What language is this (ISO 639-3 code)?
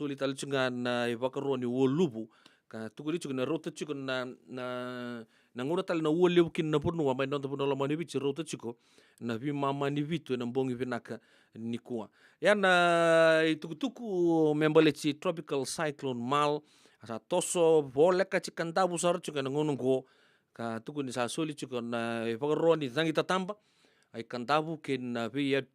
fij